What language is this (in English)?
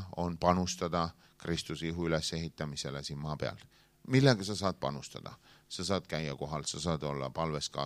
Estonian